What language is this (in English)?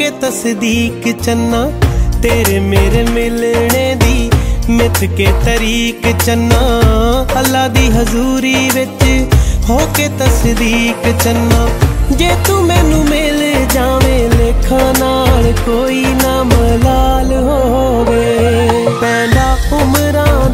Punjabi